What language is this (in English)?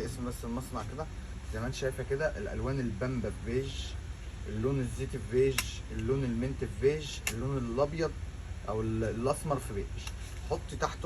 Egyptian Arabic